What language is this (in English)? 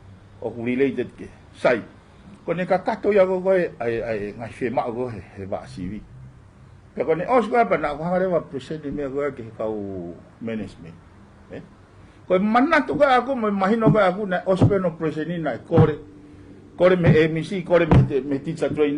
Tongan